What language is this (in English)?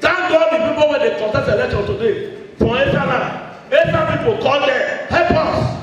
Nigerian Pidgin